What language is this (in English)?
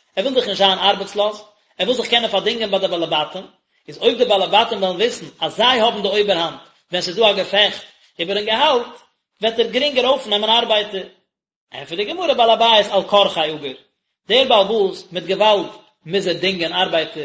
Yiddish